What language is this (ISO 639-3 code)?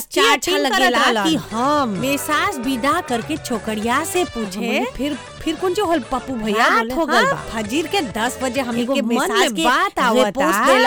bho